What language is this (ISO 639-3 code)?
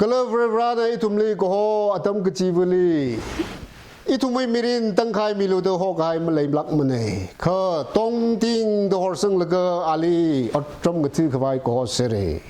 nmf